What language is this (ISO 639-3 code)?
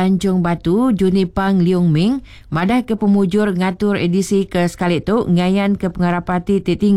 iba